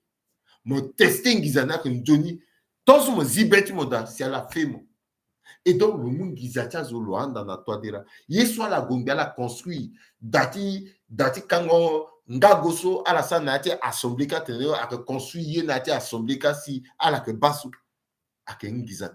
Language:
Sango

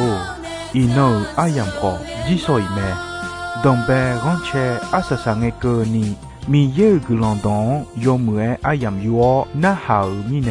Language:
Akha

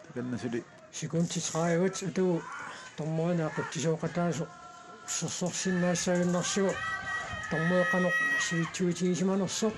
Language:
Kalaallisut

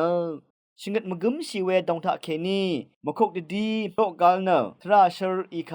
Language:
Rawang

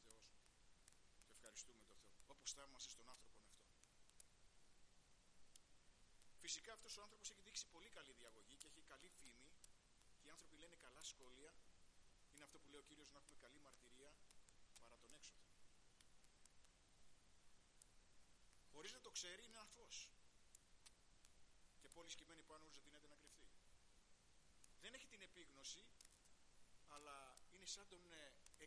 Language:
Greek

